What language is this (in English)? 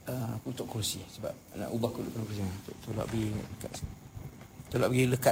Malay